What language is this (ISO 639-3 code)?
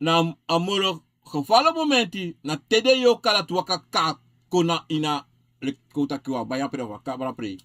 srn